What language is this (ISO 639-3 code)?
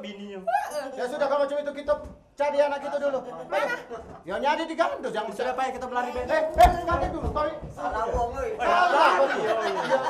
mui